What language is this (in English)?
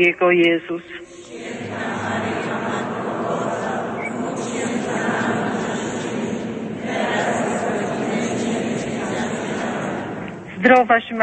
Polish